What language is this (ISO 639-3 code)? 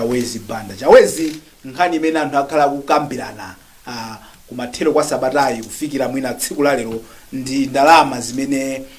nya